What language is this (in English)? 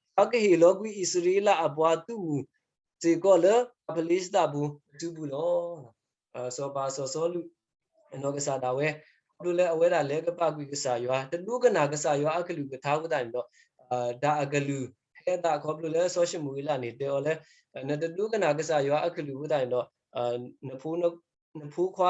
S'gaw Karen